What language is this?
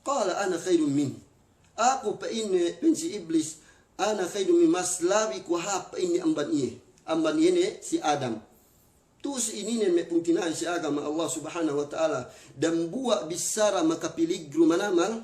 Yakan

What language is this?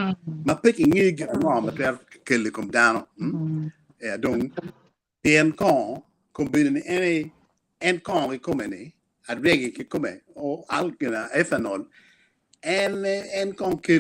Acoli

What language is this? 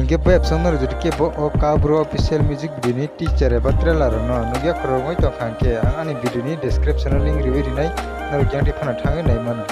Kok Borok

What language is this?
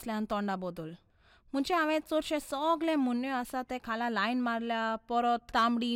Konkani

